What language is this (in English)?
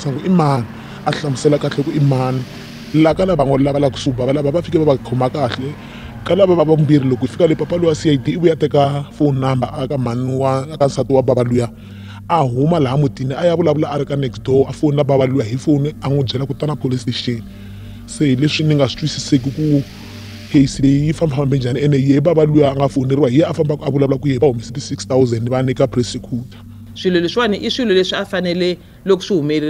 Tsonga